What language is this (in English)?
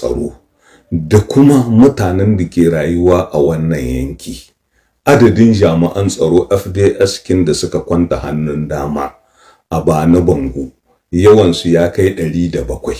Hausa